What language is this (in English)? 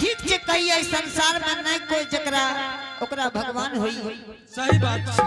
Angika